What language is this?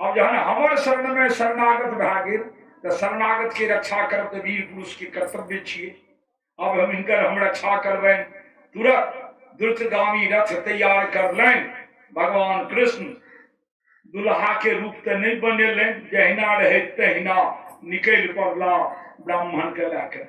Maithili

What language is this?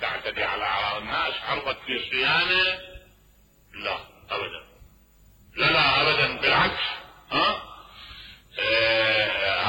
Mesopotamian Arabic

